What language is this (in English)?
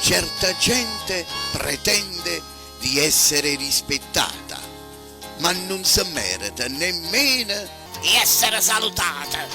Neapolitan